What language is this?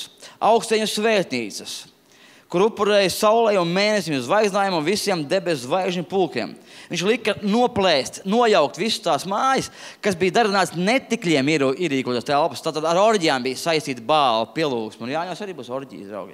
Latvian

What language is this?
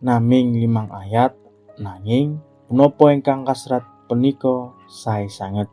Javanese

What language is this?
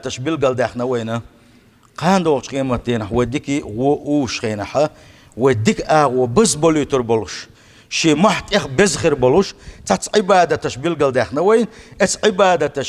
Chechen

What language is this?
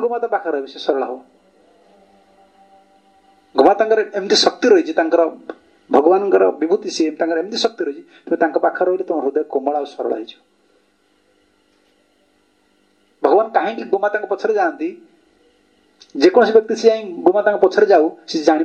Odia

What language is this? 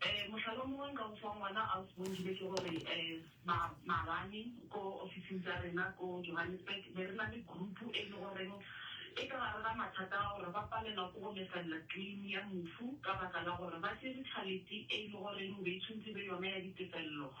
Southern Sotho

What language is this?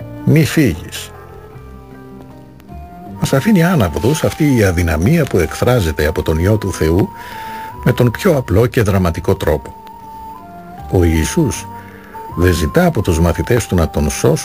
Greek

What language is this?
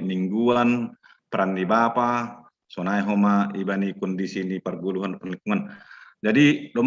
Batak Simalungun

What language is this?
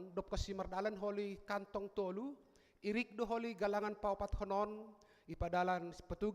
Batak Simalungun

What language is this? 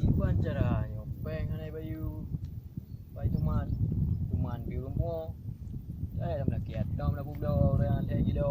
Achinese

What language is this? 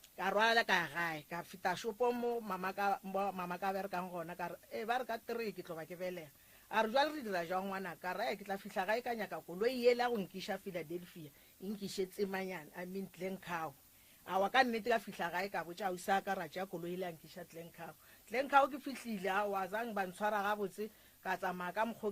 Northern Sotho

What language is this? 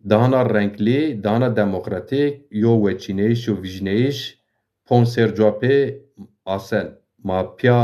Zaza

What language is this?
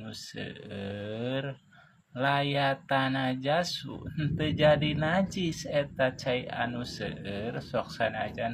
Sundanese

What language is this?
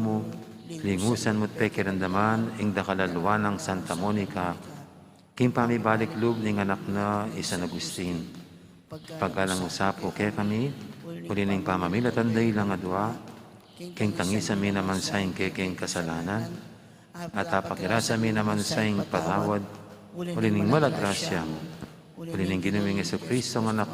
Pampanga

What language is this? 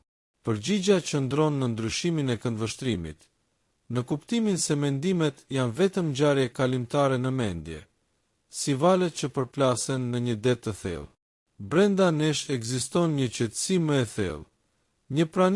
Albanian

